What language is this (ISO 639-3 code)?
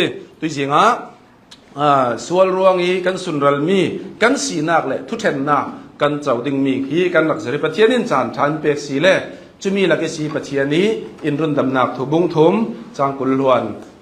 cnh